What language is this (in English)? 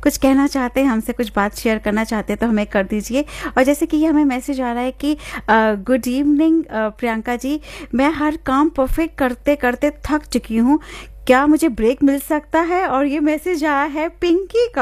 Hindi